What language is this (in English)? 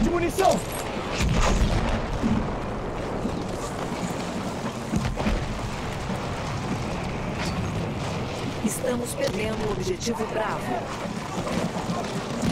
Portuguese